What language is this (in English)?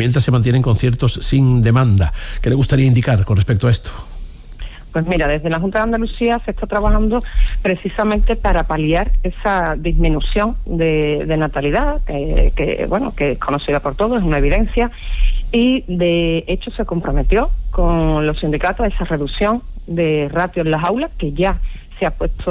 Spanish